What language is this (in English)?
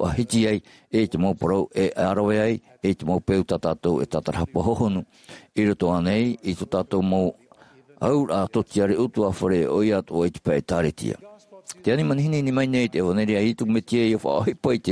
Tahitian